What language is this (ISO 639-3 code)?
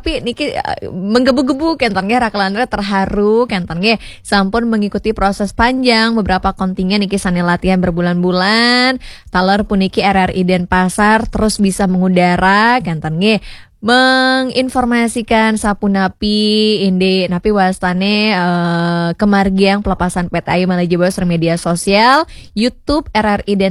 ban